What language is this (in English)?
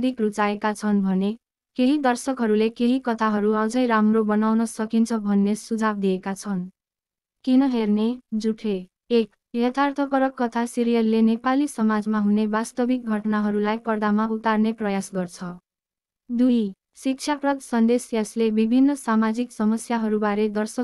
Nepali